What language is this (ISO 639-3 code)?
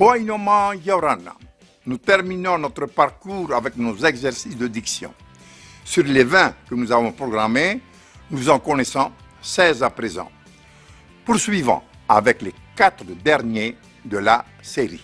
tah